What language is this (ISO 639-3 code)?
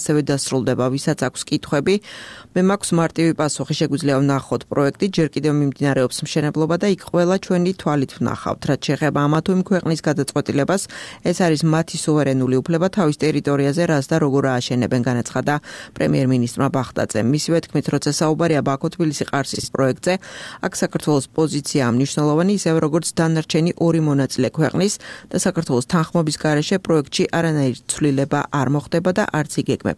kat